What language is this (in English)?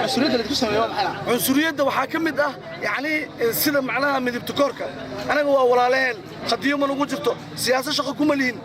Somali